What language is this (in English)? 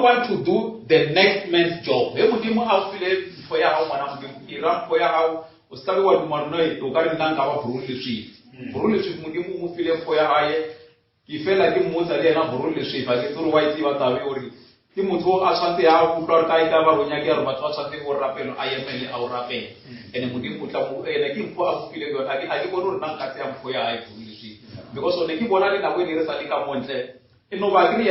Northern Sotho